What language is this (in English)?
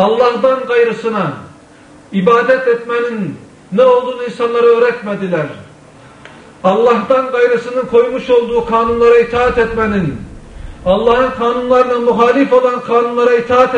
Turkish